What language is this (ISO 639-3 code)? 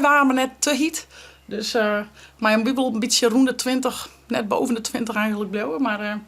fry